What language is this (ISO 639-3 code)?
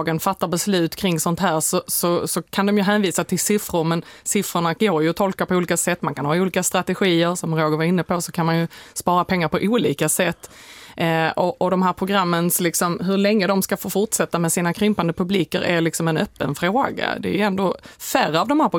swe